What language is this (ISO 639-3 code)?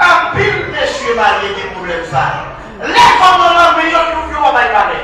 hat